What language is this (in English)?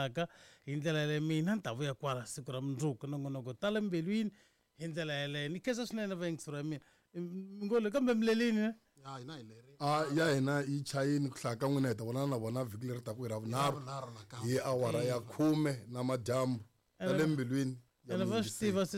Tsonga